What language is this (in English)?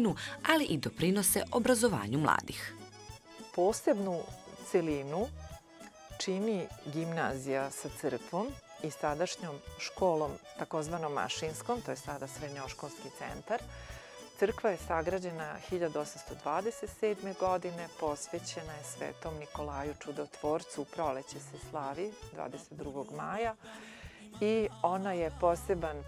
Serbian